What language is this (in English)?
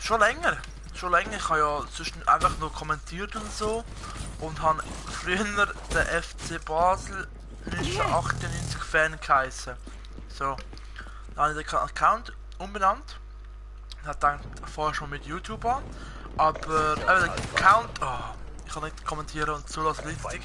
Swiss German